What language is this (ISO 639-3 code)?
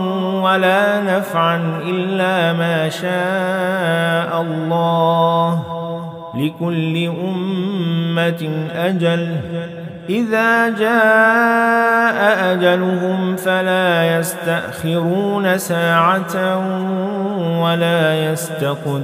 ara